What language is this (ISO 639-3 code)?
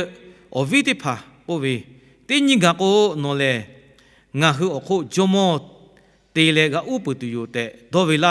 lhu